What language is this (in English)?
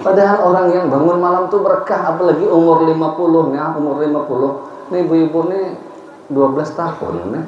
Banjar